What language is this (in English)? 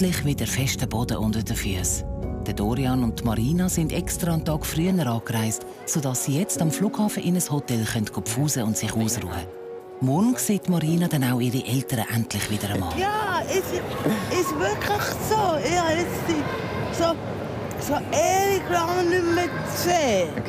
Swiss German